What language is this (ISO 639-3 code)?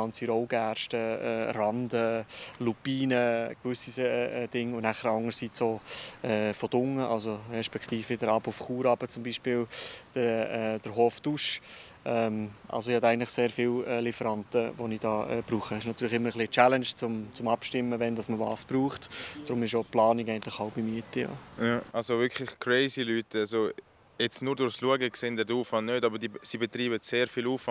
gsw